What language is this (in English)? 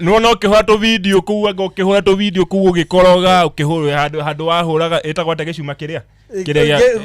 Kikuyu